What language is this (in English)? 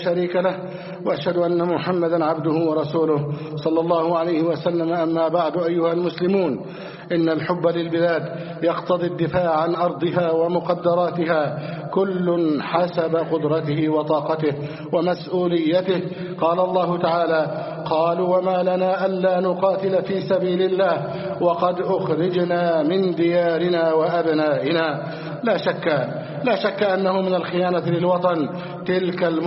Arabic